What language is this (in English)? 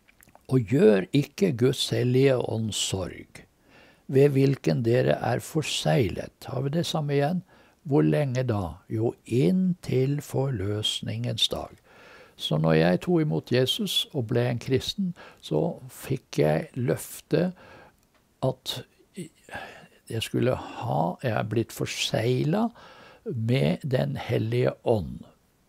Norwegian